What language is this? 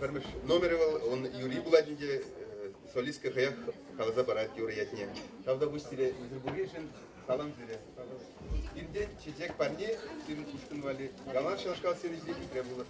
Chuvash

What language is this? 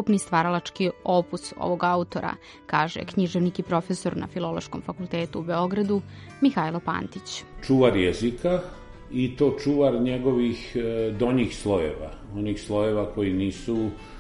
Serbian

